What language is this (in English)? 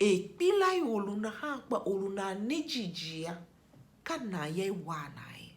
Tiv